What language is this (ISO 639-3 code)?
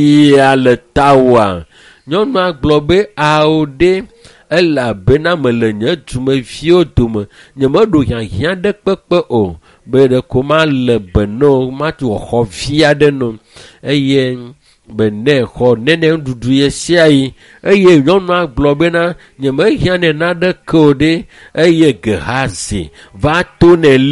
ewe